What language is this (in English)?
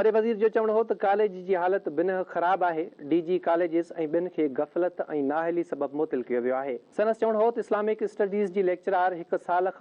Sindhi